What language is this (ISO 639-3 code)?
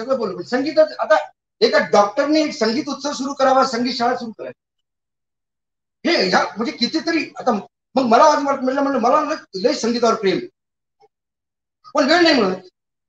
mar